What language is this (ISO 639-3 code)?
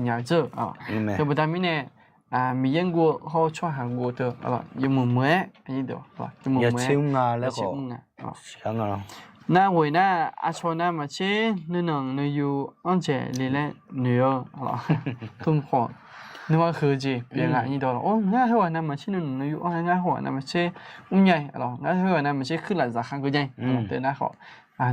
ahk